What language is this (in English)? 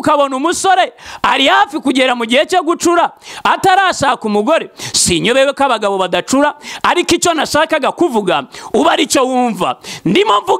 Kinyarwanda